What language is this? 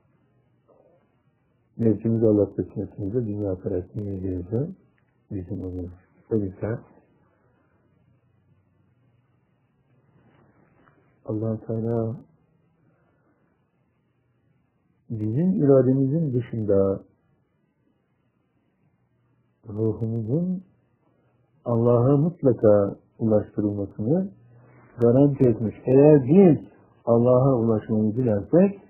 Turkish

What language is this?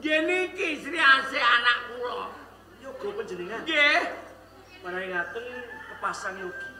Javanese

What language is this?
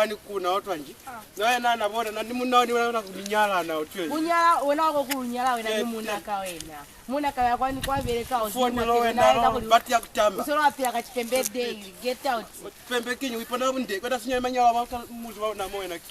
Lozi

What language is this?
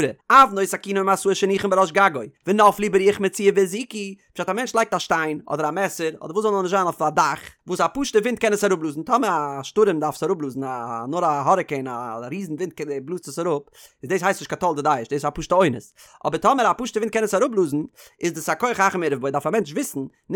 Yiddish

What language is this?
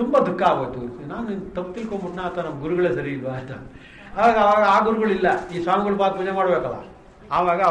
Kannada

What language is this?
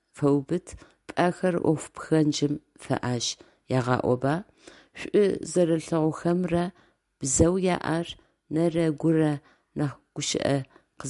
Adyghe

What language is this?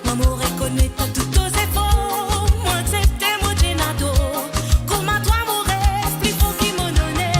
Morisyen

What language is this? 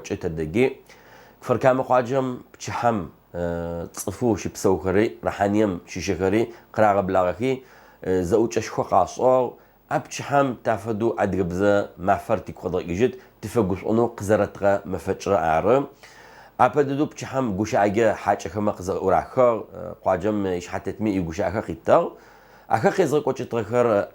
Adyghe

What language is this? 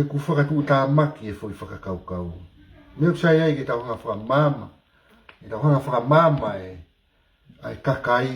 Tongan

